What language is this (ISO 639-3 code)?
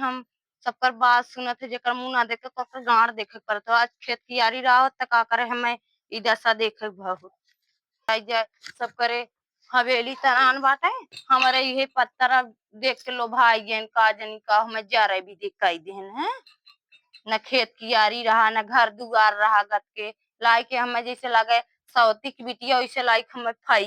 awa